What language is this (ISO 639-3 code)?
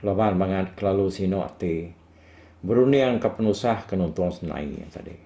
iba